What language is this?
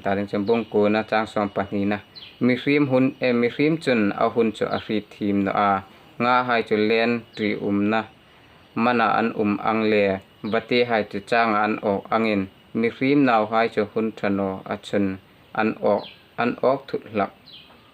Hmar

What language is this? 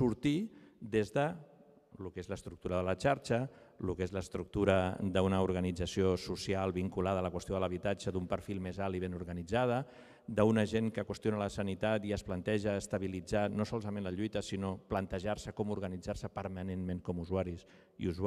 Catalan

